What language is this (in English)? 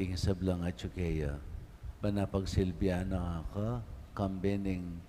Pampanga